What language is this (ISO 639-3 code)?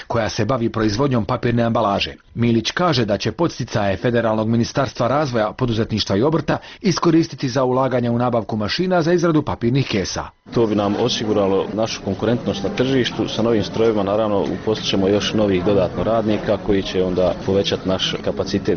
bos